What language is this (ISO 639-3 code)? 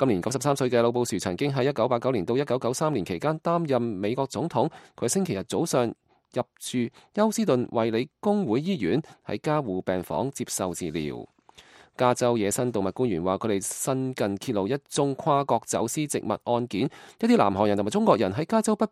yue